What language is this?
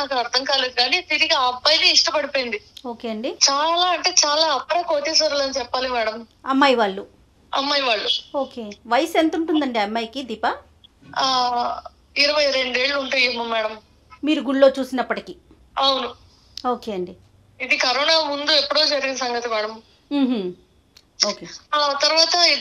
Telugu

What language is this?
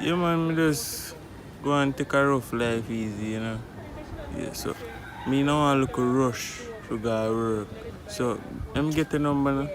Jamaican Creole English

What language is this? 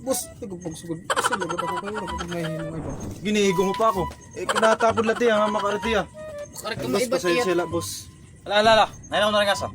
Waray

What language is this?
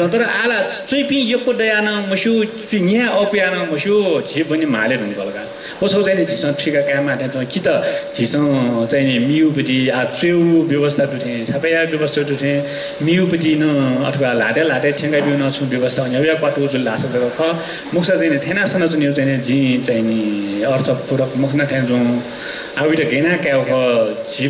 Newari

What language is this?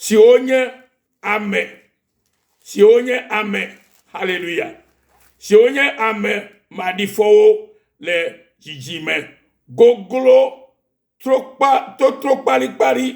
Ewe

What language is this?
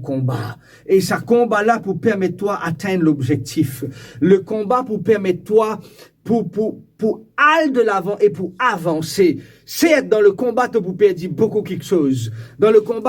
Morisyen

